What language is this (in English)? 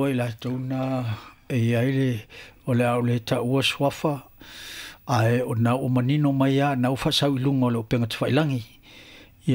Samoan